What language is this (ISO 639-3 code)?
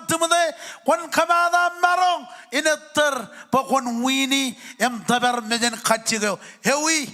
mah